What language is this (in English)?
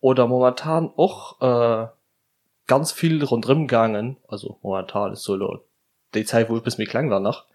Luxembourgish